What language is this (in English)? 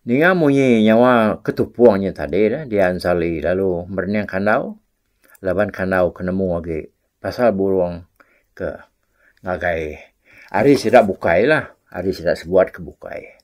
Iban